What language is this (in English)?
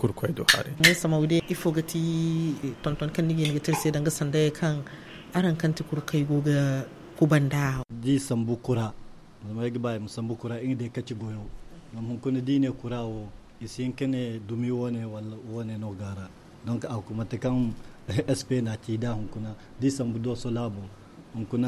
Zarma